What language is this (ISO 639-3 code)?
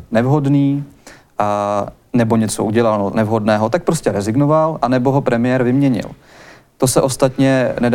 ces